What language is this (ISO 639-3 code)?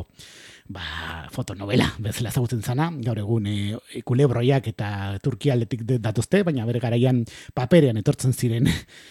eus